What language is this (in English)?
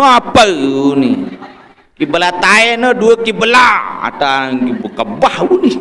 Sasak